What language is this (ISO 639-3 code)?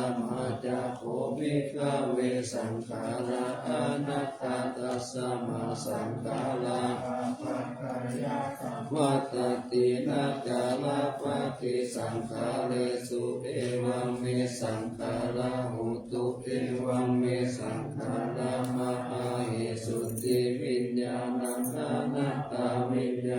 pli